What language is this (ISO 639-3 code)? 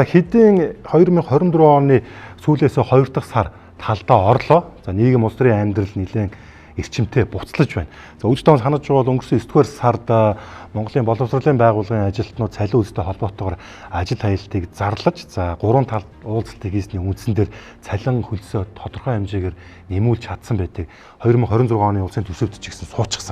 mon